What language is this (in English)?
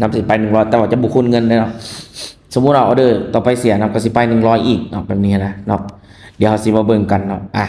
Lao